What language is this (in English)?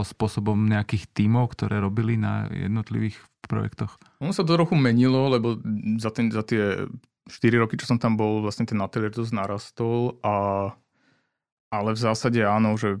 Slovak